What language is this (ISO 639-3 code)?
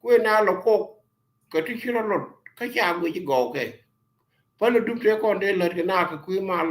nus